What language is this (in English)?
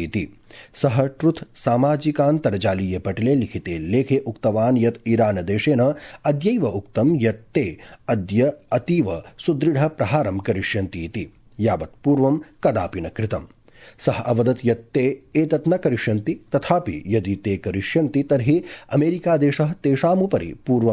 Sanskrit